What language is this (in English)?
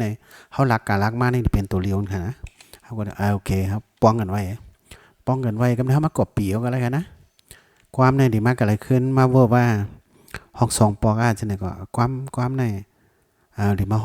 Shan